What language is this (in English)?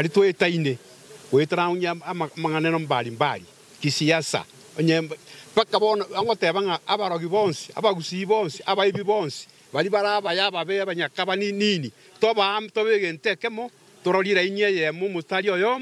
Gusii